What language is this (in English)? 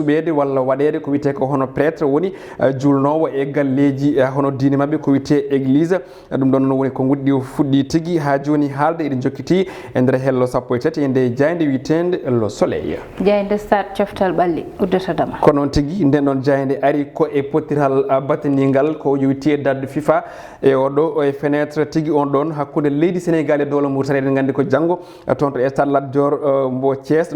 Fula